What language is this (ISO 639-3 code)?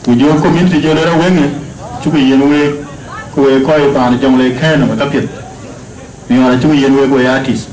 din